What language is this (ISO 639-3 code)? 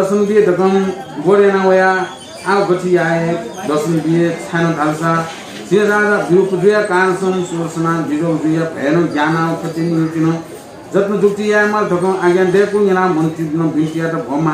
new